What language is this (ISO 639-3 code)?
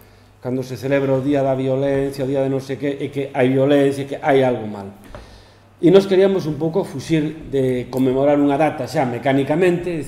glg